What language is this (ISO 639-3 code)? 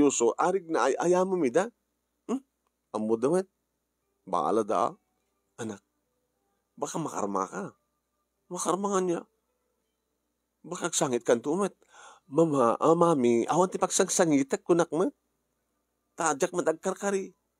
ilo